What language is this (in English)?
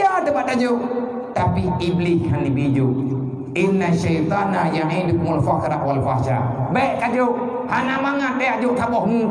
Achinese